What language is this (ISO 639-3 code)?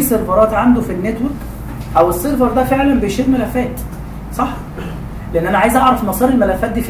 arz